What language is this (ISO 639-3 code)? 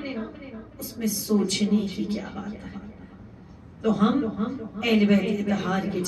urd